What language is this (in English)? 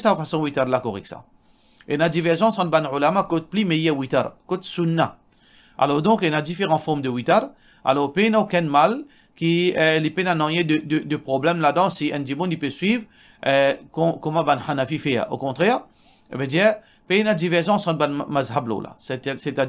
Morisyen